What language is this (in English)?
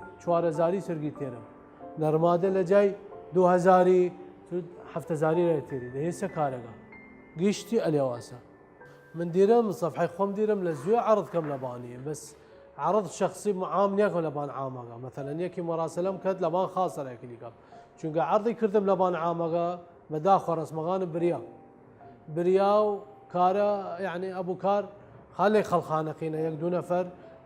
Southern Kurdish